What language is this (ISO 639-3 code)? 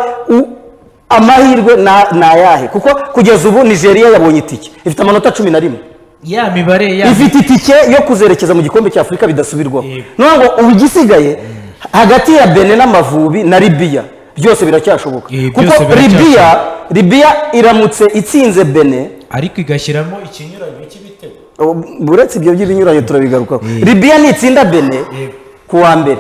kin